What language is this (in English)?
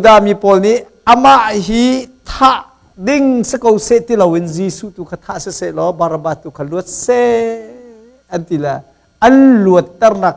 Hakha Chin